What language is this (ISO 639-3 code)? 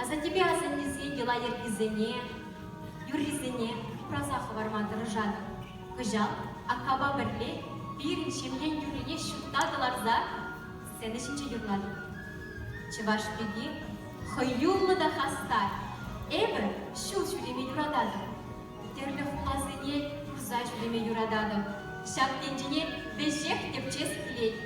chv